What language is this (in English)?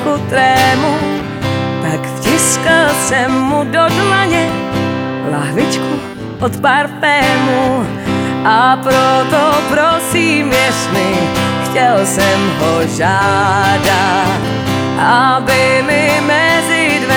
Czech